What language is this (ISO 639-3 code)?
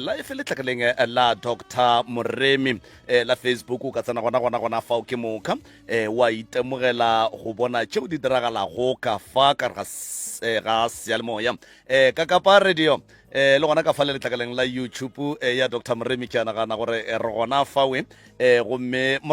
nso